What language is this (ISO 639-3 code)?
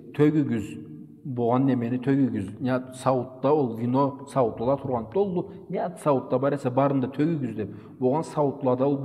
krc